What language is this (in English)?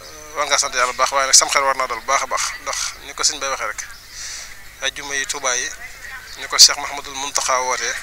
Wolof